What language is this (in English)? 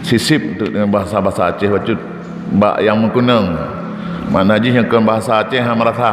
Achinese